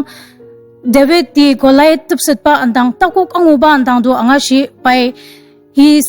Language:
Ao Naga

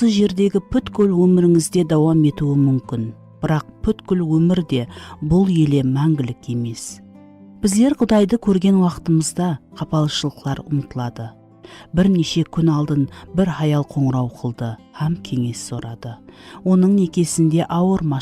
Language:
Kara-Kalpak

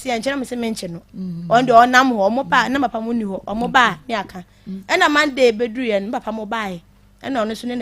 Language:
Akan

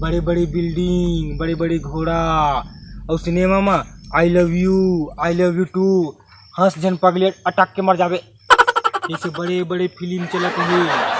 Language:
Chhattisgarhi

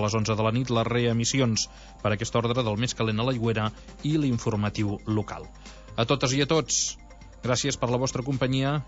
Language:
Catalan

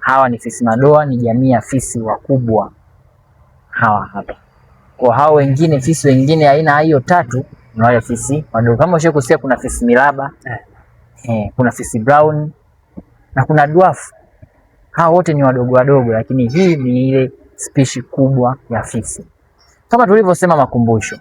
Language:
Swahili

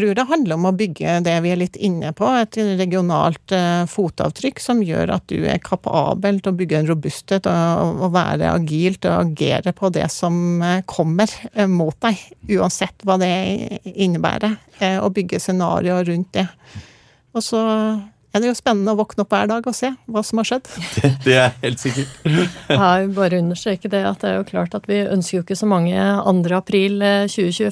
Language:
Norwegian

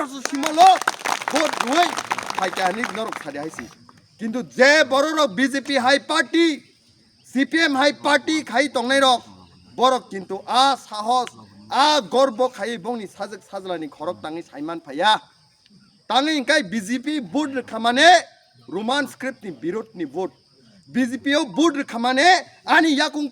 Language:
Kok Borok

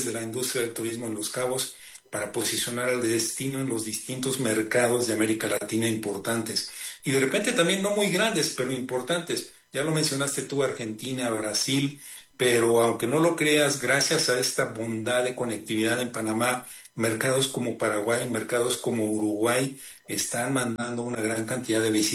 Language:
Spanish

